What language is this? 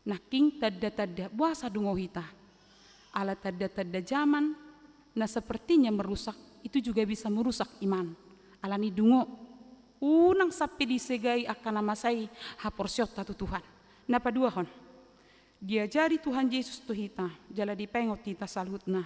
Batak Toba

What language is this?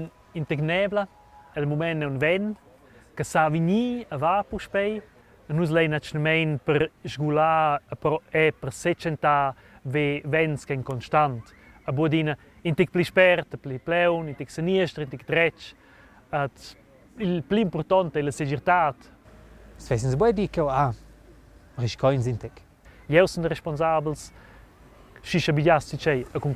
Romansh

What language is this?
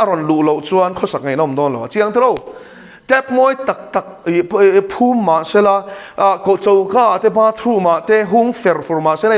Mizo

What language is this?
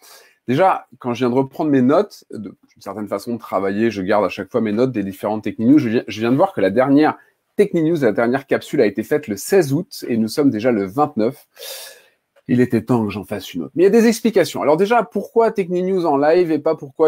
French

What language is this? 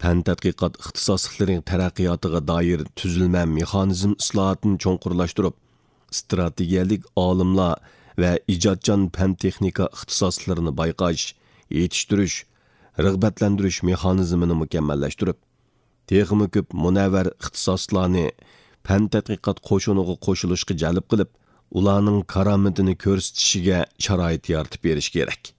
Uyghur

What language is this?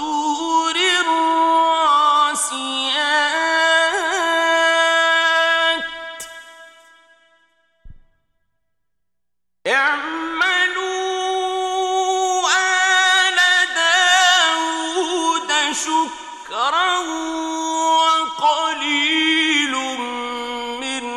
Arabic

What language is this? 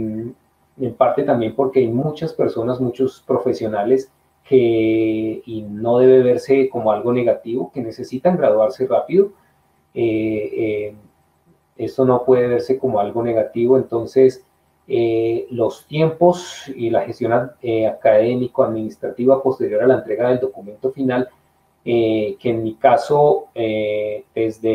Spanish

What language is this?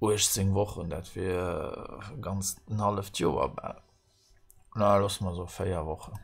Luxembourgish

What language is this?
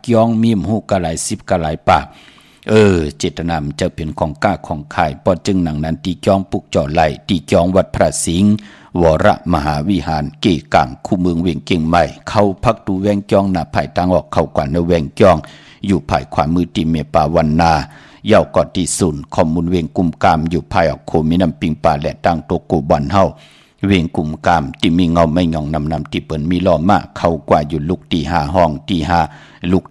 Shan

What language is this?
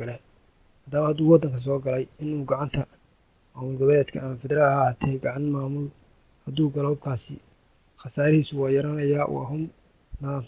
Somali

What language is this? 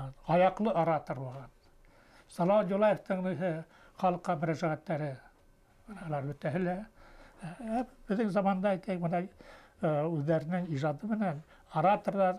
Bashkir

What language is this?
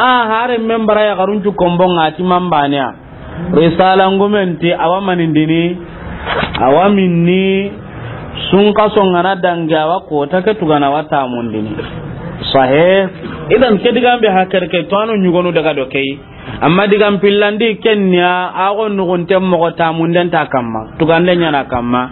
Soninke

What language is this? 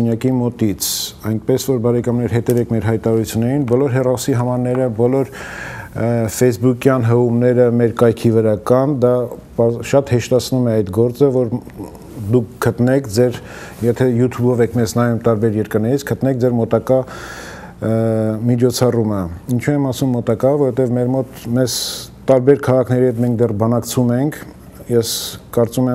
Armenian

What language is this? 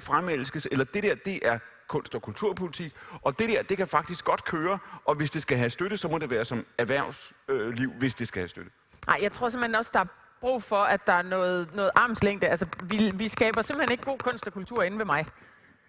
Danish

